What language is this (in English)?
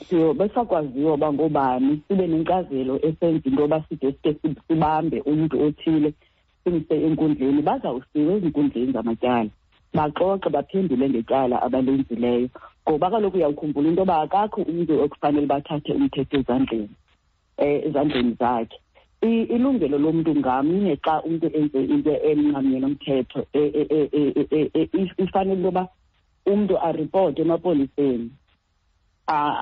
Xhosa